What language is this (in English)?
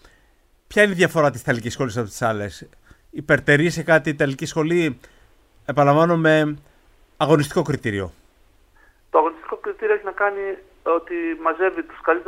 Greek